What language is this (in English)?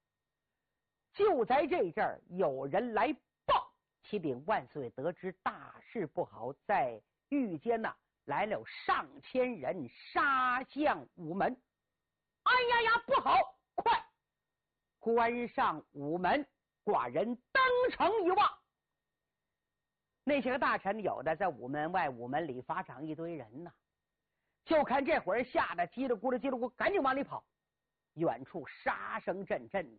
Chinese